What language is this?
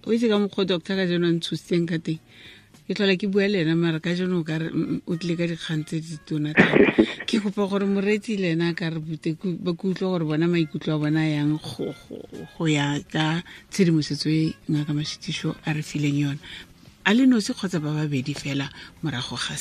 Tswana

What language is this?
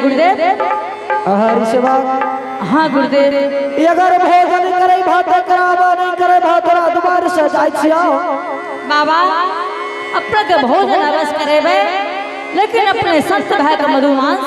Angika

